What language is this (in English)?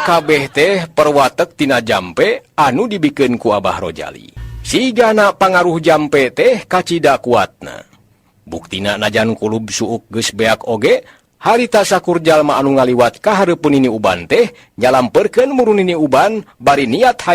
Sundanese